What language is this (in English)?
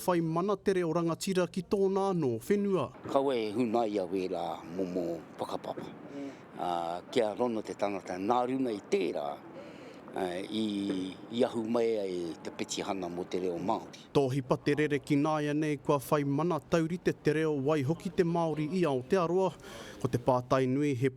Māori